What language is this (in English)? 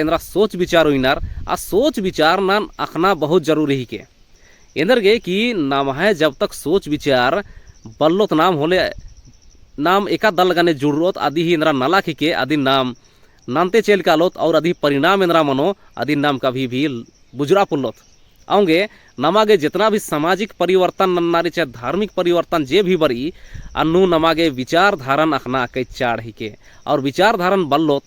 Kurukh